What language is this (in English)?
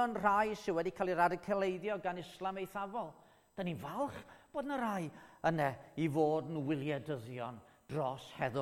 Welsh